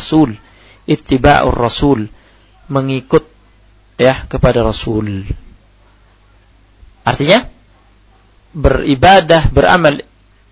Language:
Indonesian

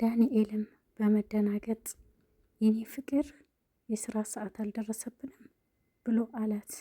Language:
Amharic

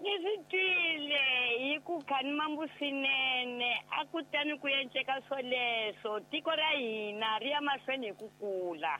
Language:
Tsonga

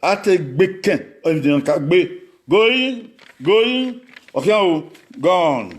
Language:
Bini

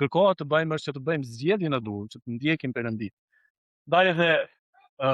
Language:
Albanian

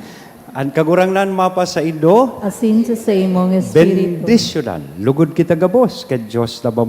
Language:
Bikol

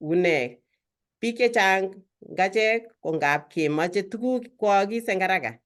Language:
Kalenjin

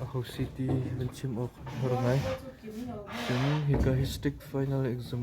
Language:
Hakha Chin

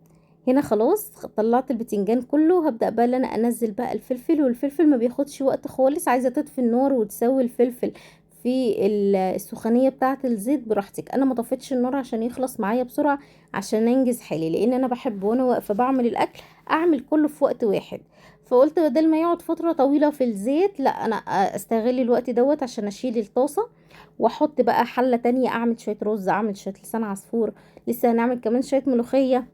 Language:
Egyptian Arabic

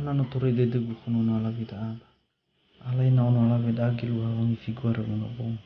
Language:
Nias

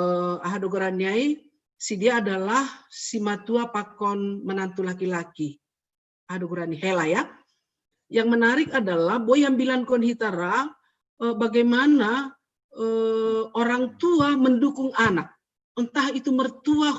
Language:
Batak Simalungun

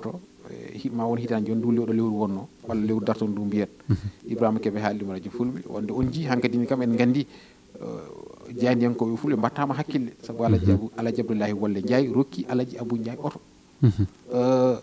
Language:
Fula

